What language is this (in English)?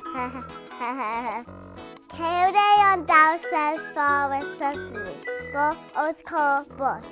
Irish